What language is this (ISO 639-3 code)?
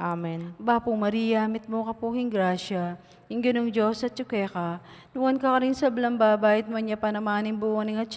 pam